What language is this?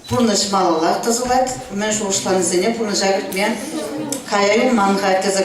Chuvash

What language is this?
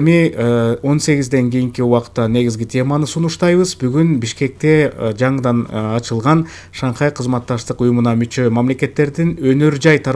Kyrgyz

